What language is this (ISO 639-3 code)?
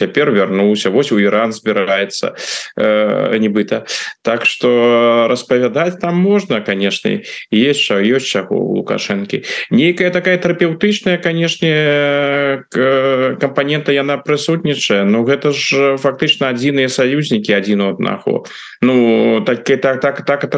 bel